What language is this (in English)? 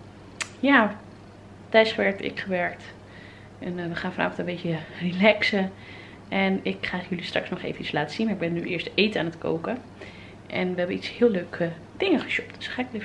Dutch